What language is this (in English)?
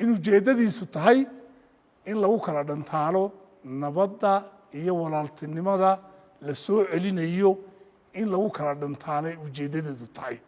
Somali